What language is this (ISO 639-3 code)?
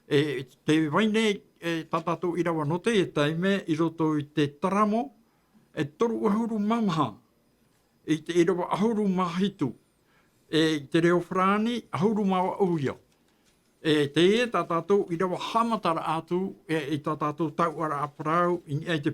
tah